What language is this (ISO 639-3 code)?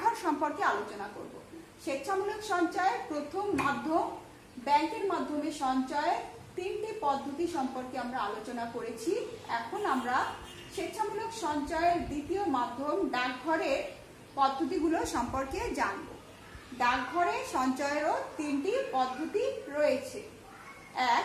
ben